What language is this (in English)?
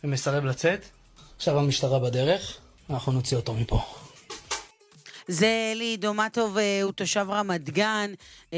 Hebrew